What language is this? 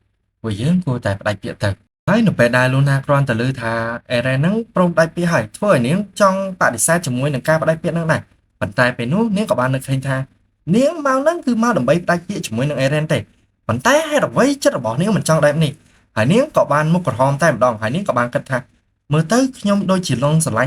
Khmer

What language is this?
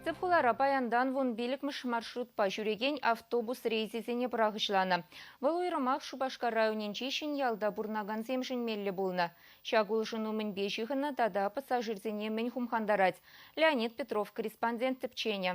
Chuvash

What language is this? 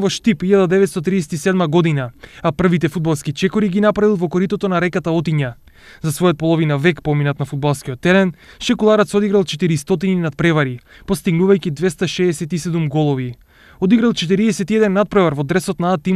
Macedonian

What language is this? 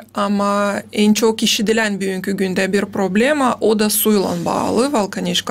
Gagauz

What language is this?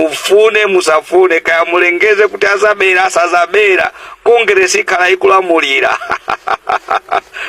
Nyanja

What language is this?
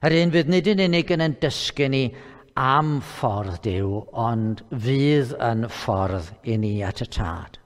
Welsh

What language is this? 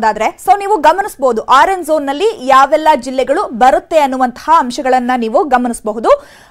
Kannada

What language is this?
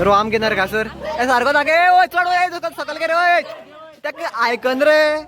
Konkani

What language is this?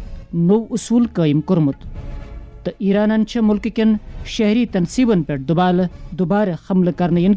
Kashmiri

